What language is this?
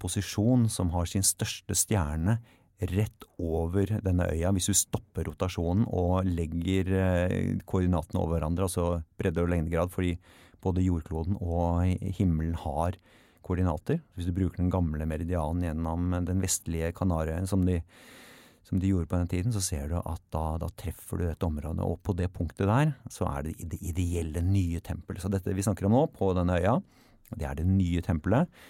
Norwegian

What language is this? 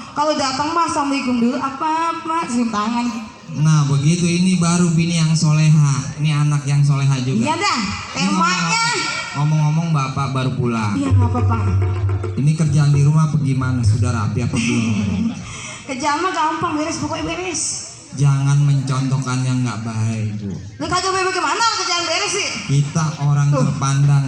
Betawi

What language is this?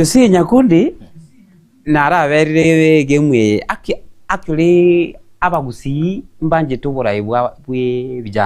Gusii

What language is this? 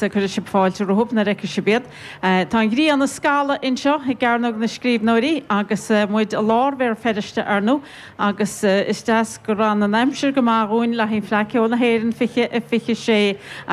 Irish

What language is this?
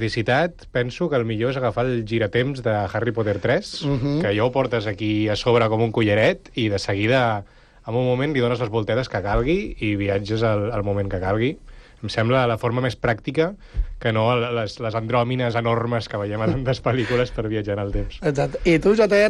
Catalan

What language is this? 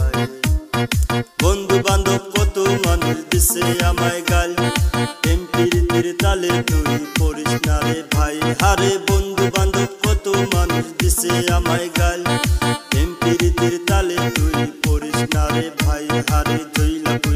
Bangla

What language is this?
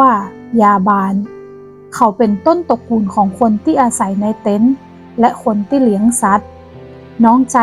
Northern Thai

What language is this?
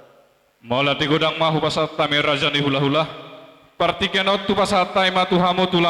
Batak Toba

